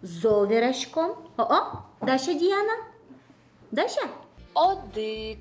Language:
Udmurt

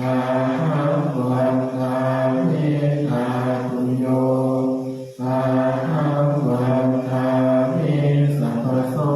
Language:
Pali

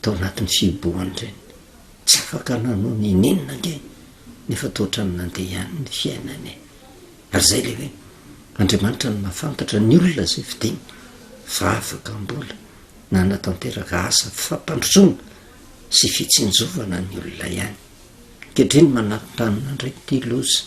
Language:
Malagasy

